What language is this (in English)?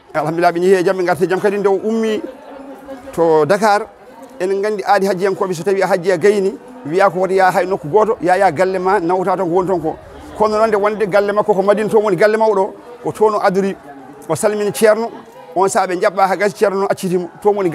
Fula